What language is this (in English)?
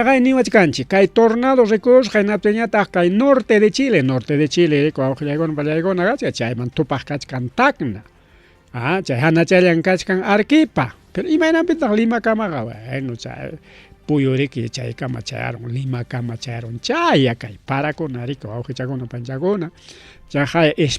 Ayacucho Quechua